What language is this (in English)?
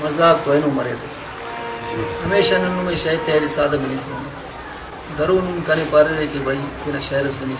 Brahui